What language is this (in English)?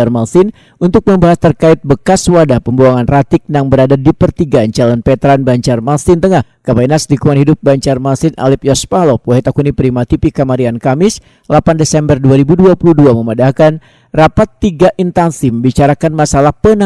Banjar